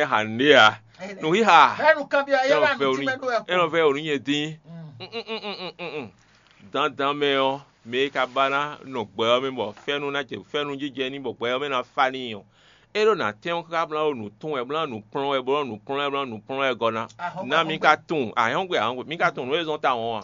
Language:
Fon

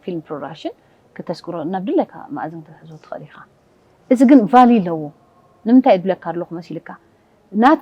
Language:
Tigrinya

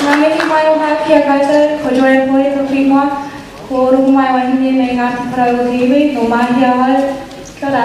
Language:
Māori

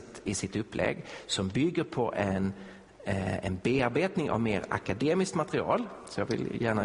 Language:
Swedish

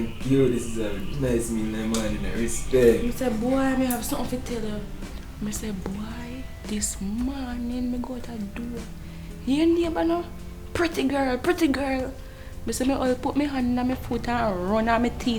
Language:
Jamaican Creole English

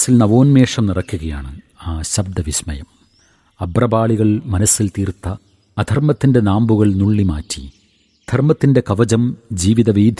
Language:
Malayalam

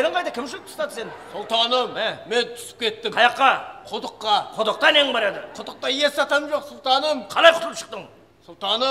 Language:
Kara-Kalpak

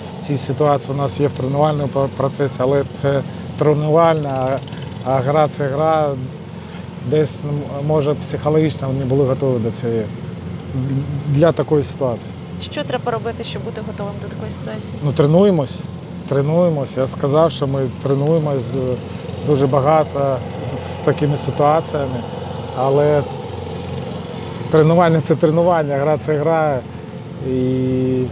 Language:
Ukrainian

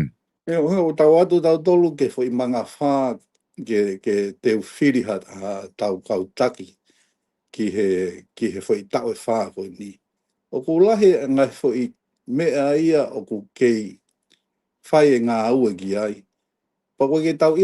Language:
Tongan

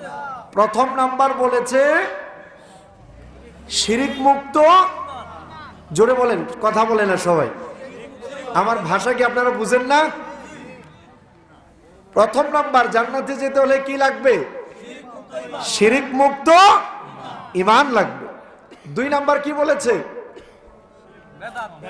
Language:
Bangla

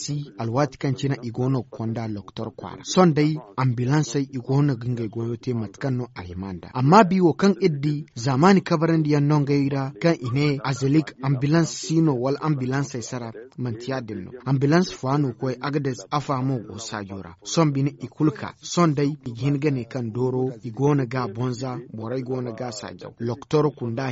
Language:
Zarma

